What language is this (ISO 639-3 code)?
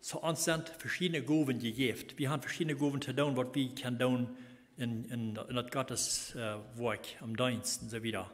pdt